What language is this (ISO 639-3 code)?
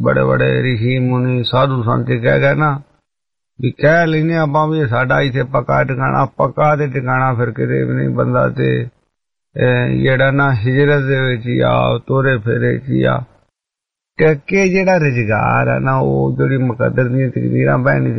pan